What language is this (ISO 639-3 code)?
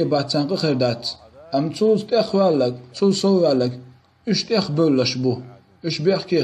che